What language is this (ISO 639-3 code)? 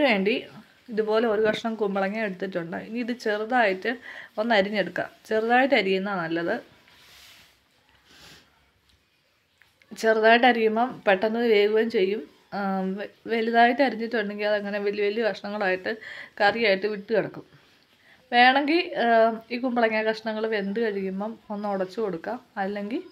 mal